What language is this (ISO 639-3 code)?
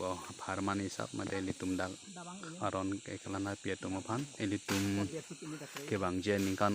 mjw